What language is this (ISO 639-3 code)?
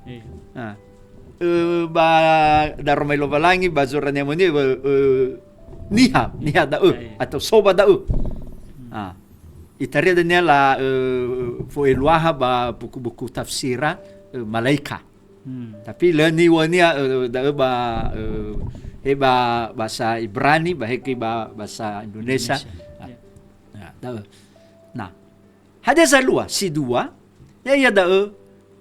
nia